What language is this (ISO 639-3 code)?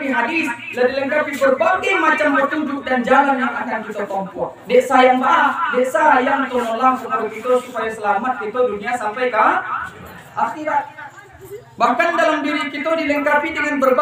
min